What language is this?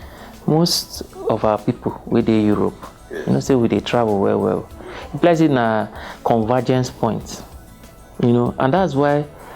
Nigerian Pidgin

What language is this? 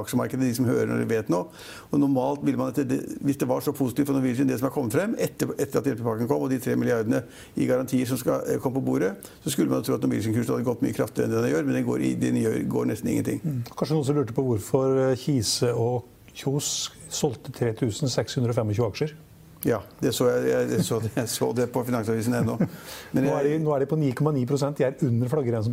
Norwegian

